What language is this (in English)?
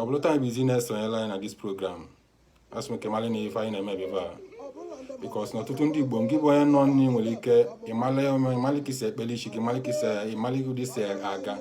Igbo